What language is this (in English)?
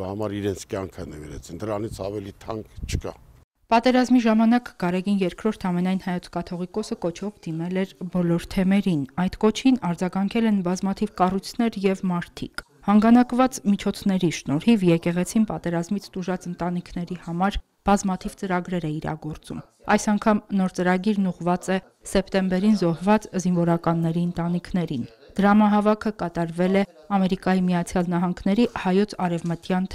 Armenian